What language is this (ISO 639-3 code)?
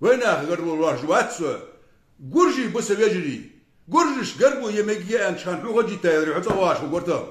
inh